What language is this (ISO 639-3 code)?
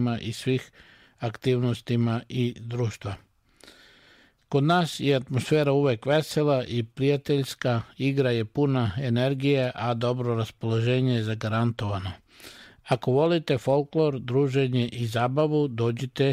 srp